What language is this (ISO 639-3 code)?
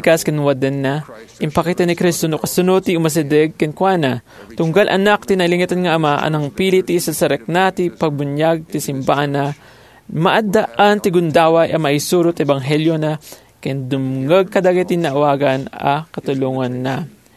ilo